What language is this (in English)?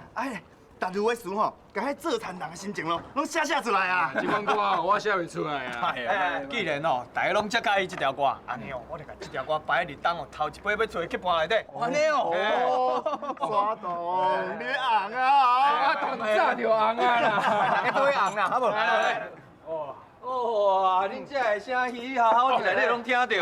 Min Nan Chinese